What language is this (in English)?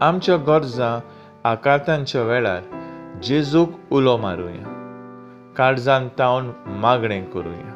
Konkani